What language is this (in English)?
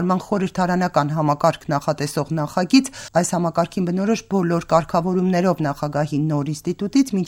Armenian